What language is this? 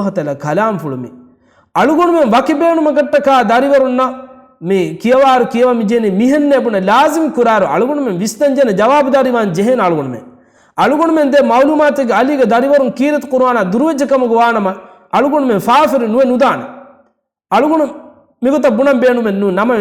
Divehi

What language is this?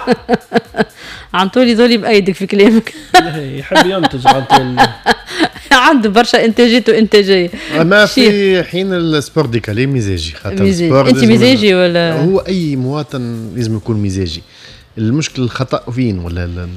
Tunisian Arabic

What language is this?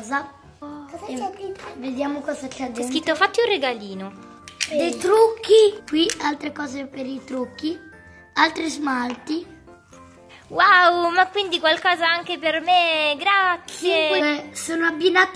Italian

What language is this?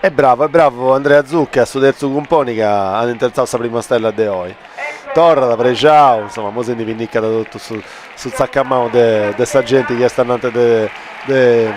Sardinian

